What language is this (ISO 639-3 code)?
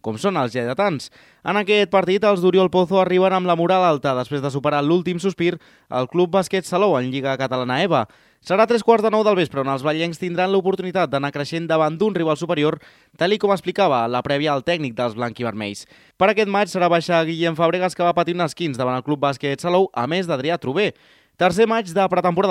cat